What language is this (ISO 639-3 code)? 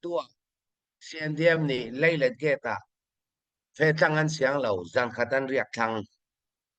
cnh